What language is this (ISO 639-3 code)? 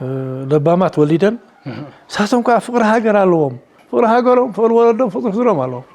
tir